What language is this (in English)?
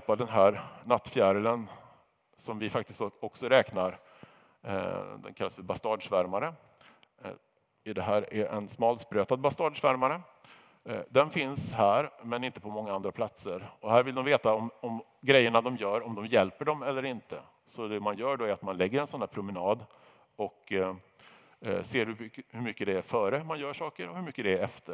Swedish